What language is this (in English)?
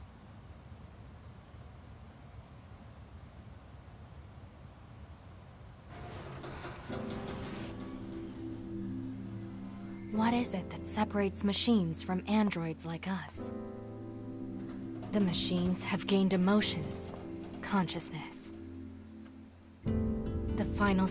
English